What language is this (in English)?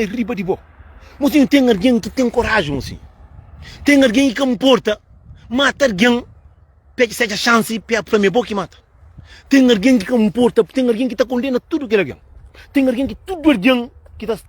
Kabuverdianu